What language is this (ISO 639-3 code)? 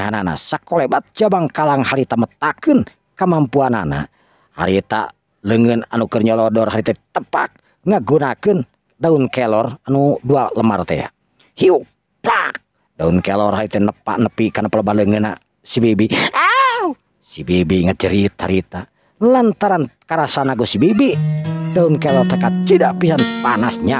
sun